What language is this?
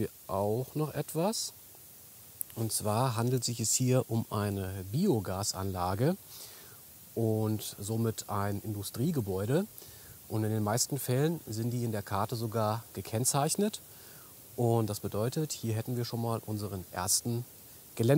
German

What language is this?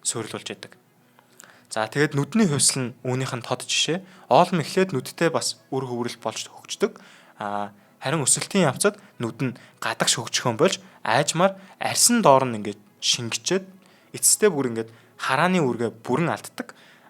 Mongolian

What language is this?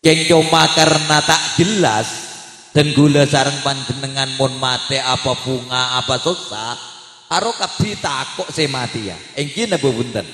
Madurese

